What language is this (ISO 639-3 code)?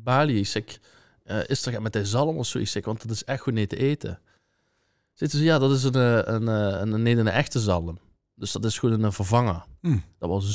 lim